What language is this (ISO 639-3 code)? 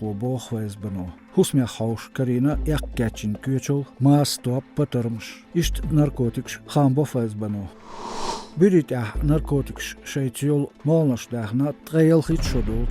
che